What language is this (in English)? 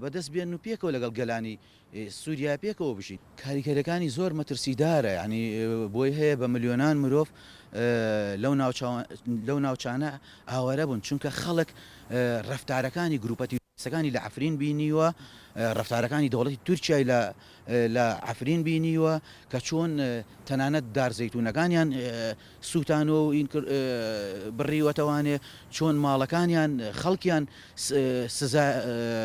Central Kurdish